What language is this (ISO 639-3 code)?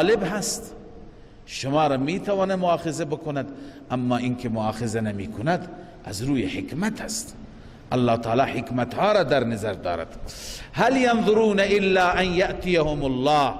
fas